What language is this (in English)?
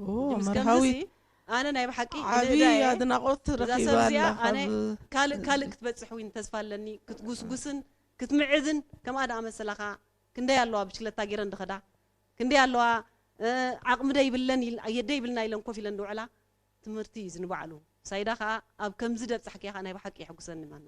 Tigrinya